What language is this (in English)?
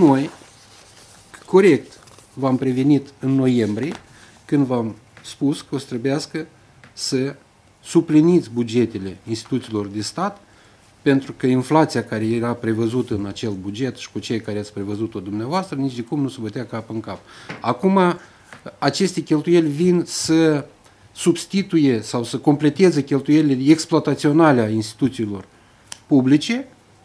Romanian